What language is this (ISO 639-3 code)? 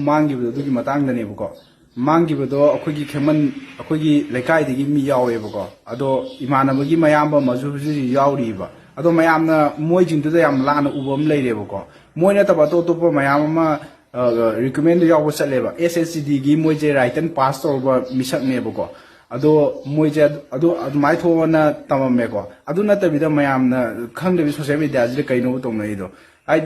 mni